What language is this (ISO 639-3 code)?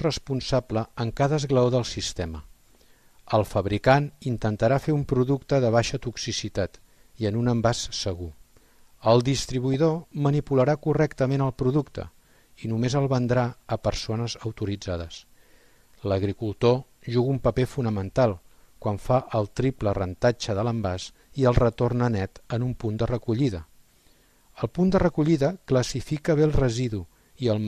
cat